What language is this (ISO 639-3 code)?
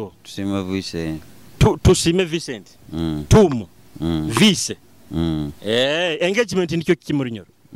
nyo